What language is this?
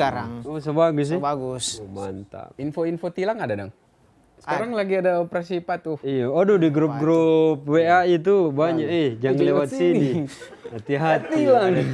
Manado Malay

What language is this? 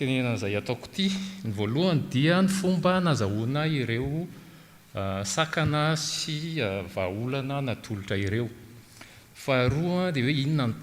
Malagasy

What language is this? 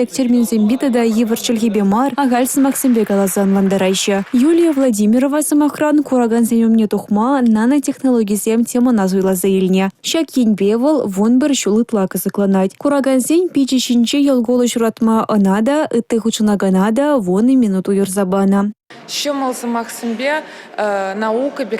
Chuvash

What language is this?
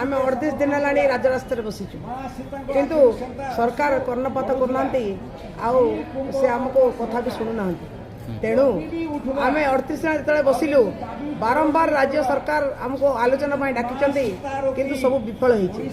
Odia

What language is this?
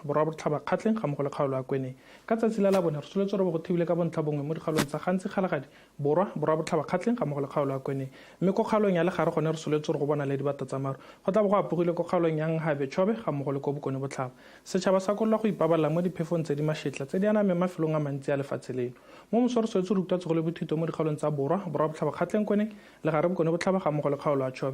Tswana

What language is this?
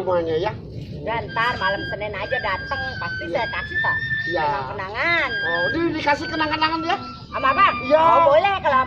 Betawi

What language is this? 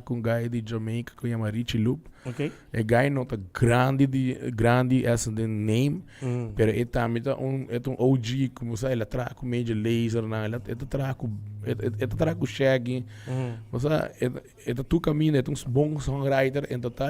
Papiamento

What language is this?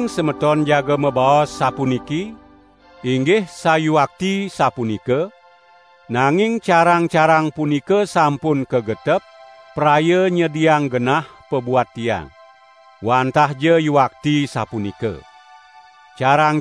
Balinese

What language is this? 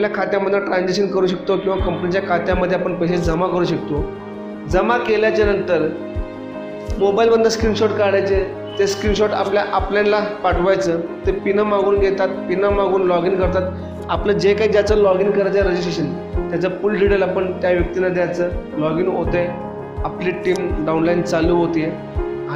Marathi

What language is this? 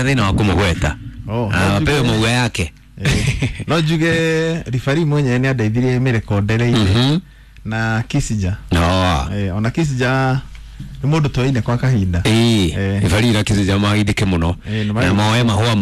Kikuyu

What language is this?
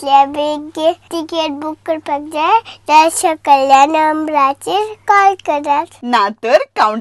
Konkani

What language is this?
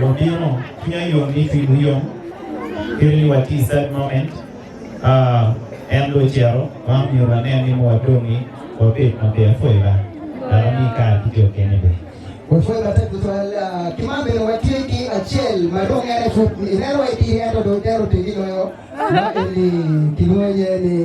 Acoli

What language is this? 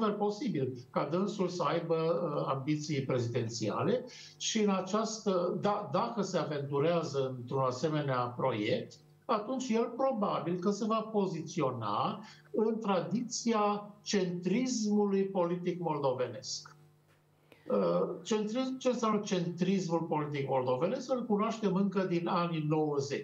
Romanian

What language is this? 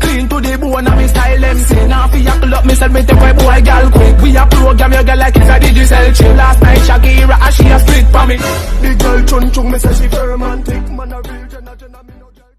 Jamaican Creole English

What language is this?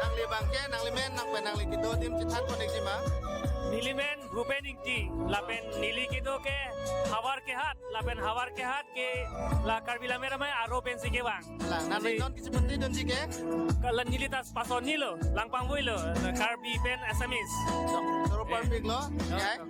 Karbi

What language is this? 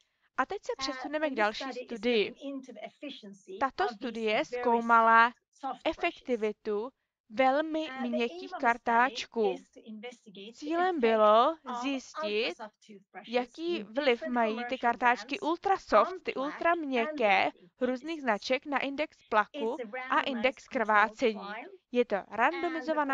Czech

